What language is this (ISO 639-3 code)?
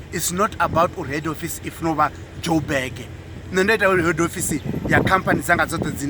ven